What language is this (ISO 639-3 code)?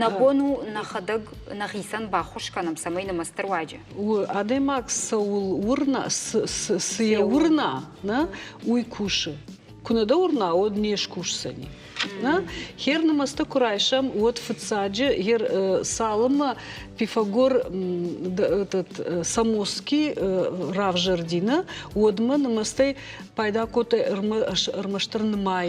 oss